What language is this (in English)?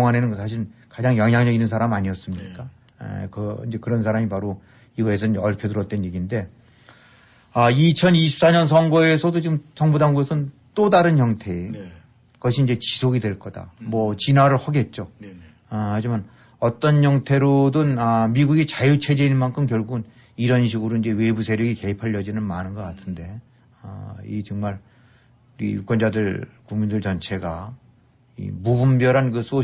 Korean